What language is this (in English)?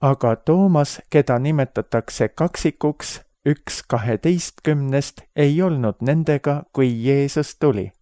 Estonian